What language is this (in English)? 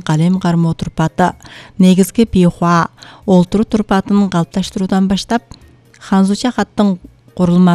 Kyrgyz